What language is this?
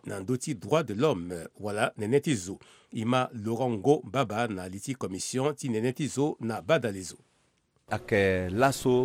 Sango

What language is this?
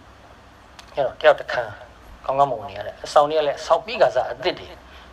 Burmese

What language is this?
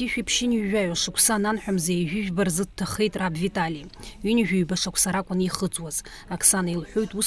Abkhazian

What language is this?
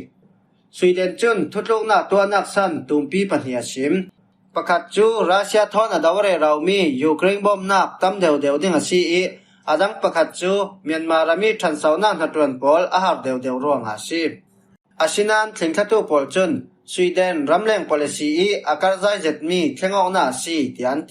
Falam Chin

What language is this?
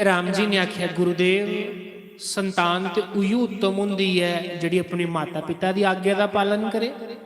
Dogri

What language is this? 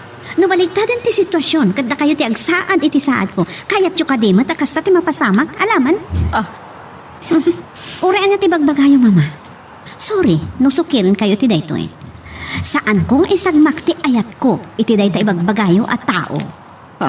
Iloko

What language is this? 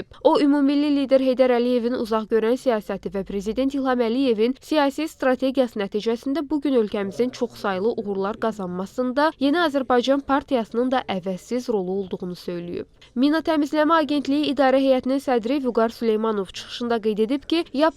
Azerbaijani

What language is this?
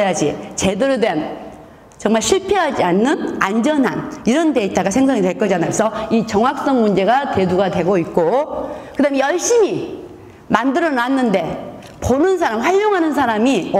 Korean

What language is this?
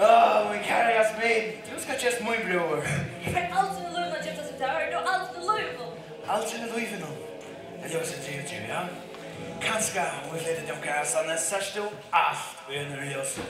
Faroese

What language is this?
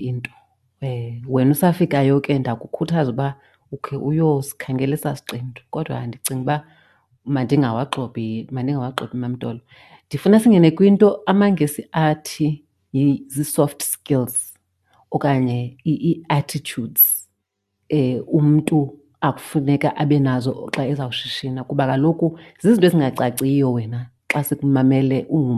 Xhosa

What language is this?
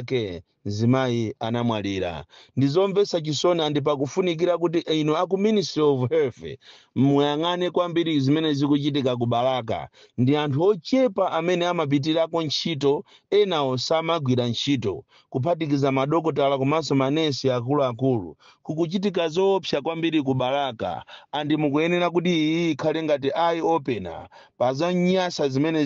Nyanja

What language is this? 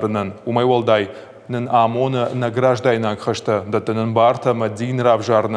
Ossetic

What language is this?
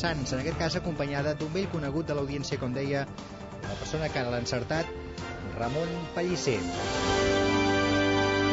Catalan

